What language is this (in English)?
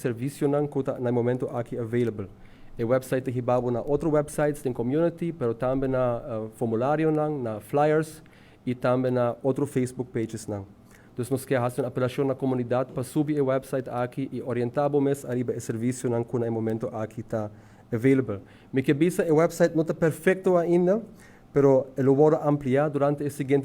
Papiamento